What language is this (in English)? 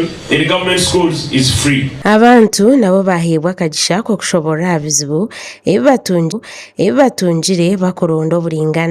Nyankole